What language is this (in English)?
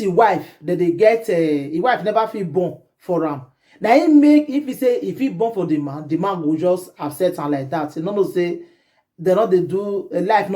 Nigerian Pidgin